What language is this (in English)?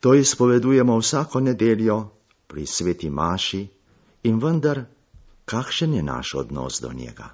Slovenian